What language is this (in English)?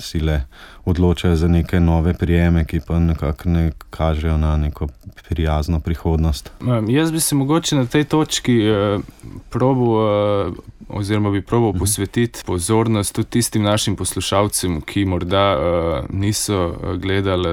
Slovenian